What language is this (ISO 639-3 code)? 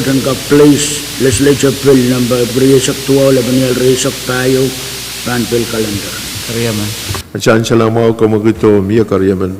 pon